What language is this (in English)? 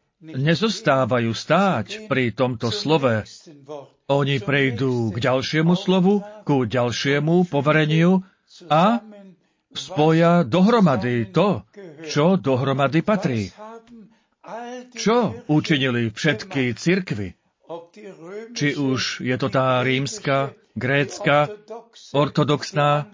Slovak